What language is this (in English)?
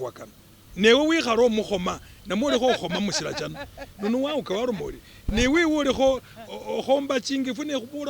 Masaaba